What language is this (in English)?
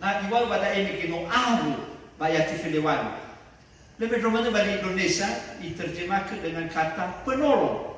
Nias